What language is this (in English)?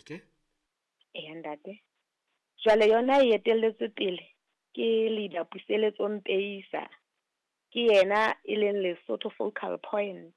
Southern Sotho